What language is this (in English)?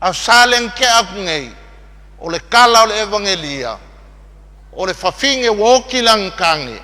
Samoan